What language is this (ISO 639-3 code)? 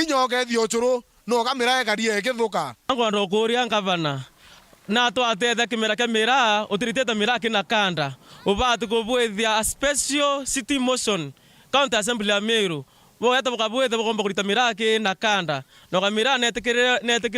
mer